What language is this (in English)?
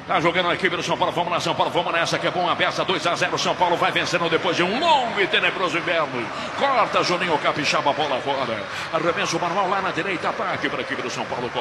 Portuguese